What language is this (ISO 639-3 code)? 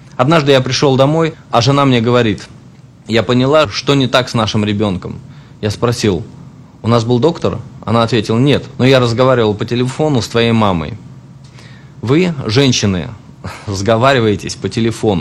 rus